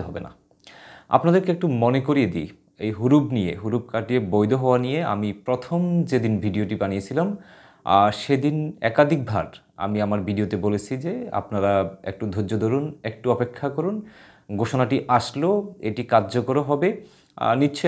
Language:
Bangla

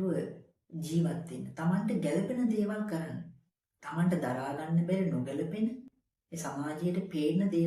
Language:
Sinhala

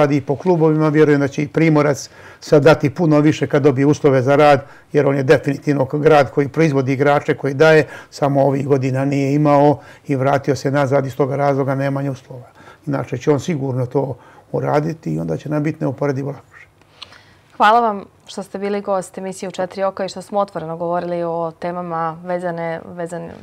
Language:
Serbian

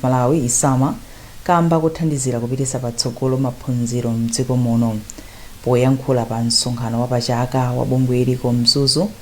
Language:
Nyanja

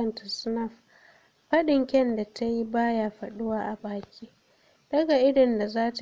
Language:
Hausa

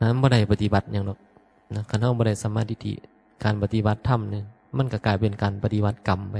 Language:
Northeastern Thai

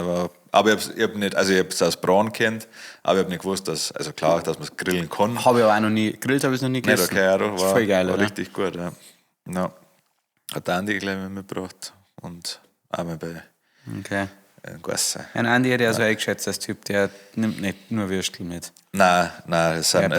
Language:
Bavarian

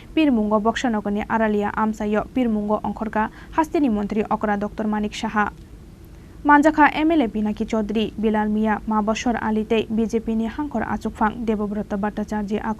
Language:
Kok Borok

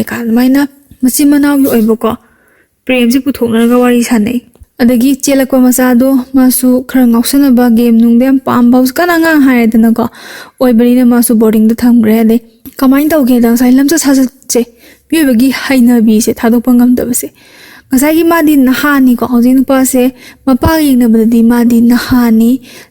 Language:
Manipuri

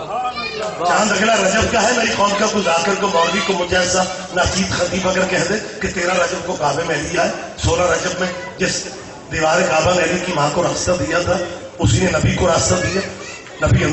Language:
Urdu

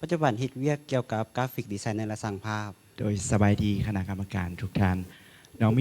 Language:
Lao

